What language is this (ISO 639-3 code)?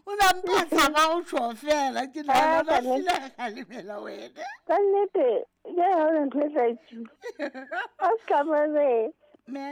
sot